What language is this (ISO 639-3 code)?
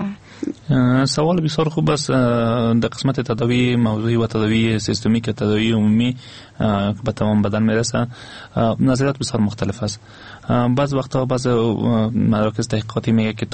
fas